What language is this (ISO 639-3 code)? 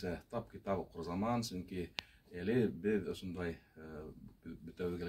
bak